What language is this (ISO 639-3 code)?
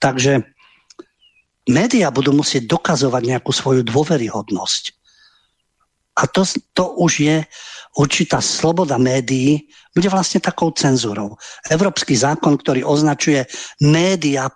slk